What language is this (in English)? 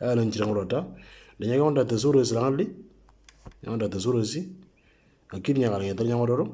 Moro